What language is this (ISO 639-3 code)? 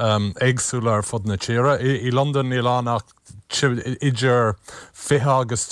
gle